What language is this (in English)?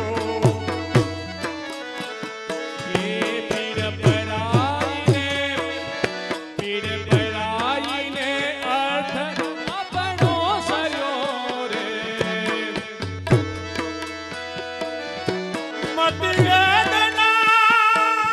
Gujarati